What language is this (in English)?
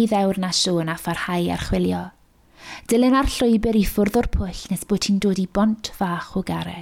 Welsh